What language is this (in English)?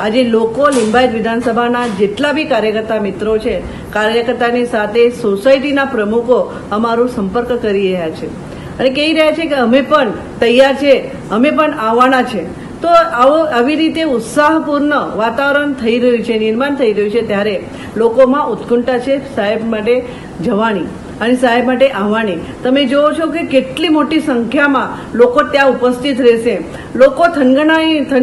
Gujarati